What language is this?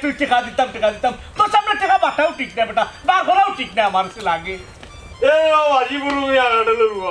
Sylheti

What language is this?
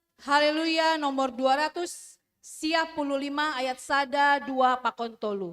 Batak Simalungun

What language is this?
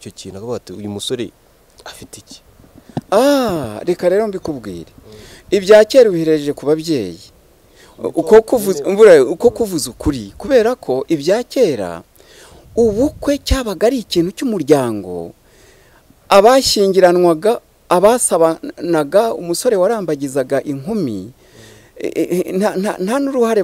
Kinyarwanda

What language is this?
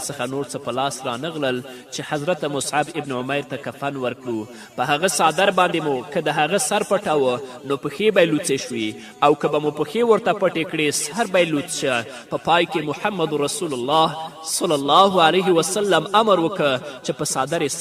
Pashto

